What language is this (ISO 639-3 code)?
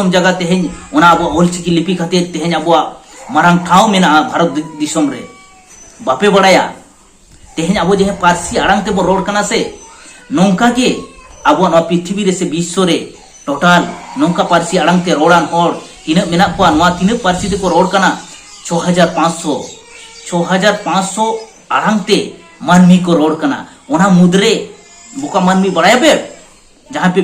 sat